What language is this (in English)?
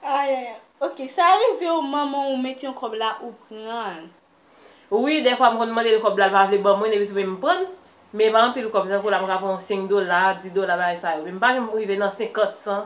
Haitian Creole